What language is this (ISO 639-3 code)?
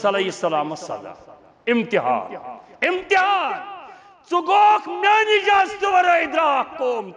kas